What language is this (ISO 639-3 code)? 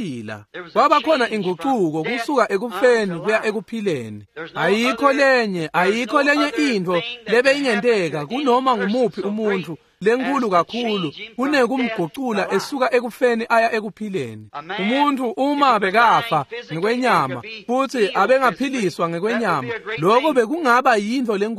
ssw